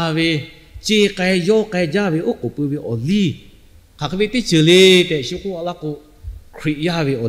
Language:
Lahu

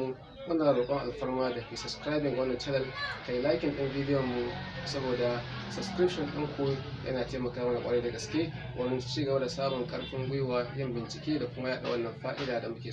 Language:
Hausa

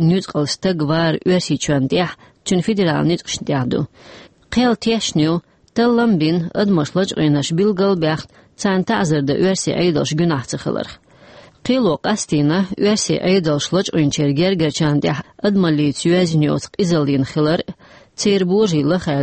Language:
Chechen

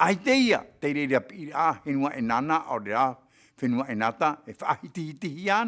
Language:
Tahitian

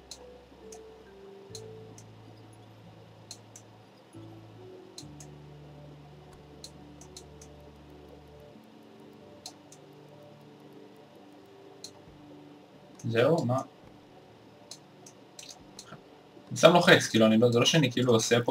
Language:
Hebrew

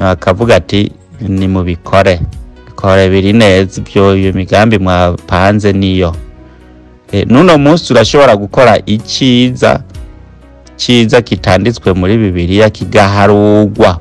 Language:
Rundi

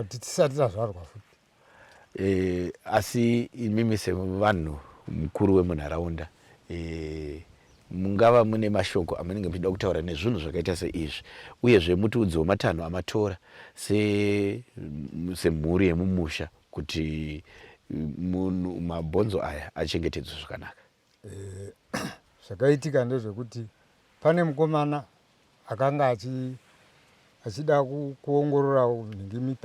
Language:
Shona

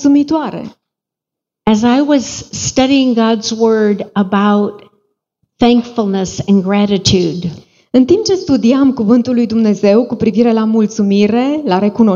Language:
Romanian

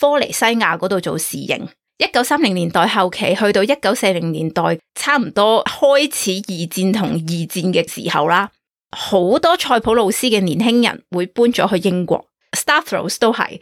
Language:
Cantonese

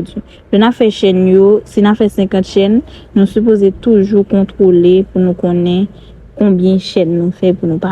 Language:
Haitian Creole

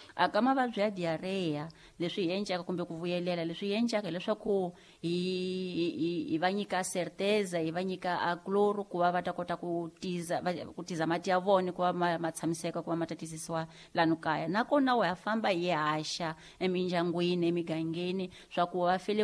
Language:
Tsonga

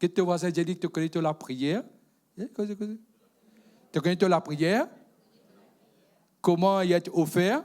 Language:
Morisyen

